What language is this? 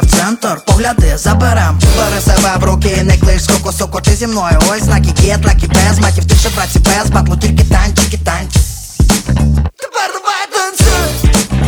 Ukrainian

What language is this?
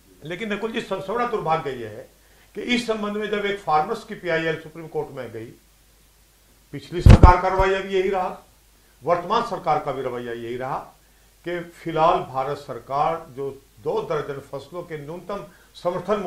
Hindi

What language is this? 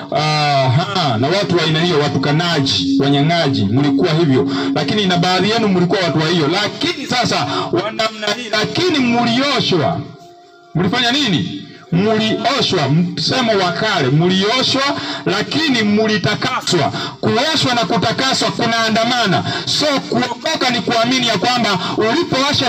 Swahili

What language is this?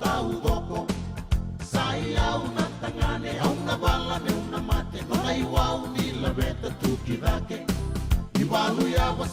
Fijian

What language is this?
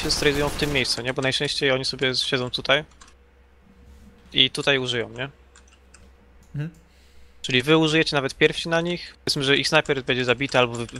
Polish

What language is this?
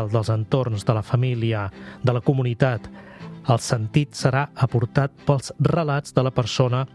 Catalan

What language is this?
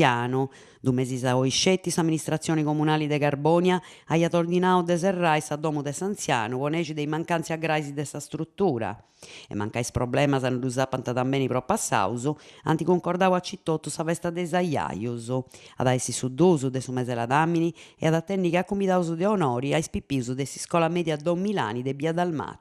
Sardinian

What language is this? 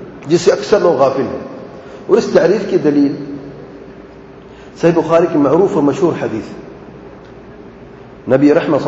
Urdu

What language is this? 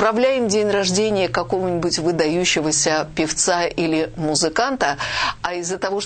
Russian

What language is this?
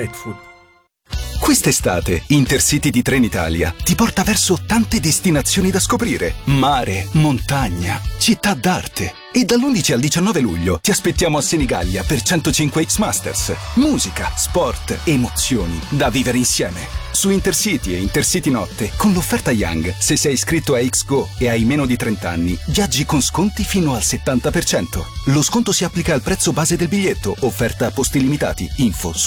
Italian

